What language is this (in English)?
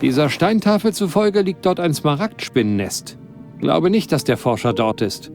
Bavarian